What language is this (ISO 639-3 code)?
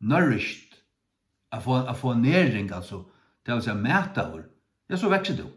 fao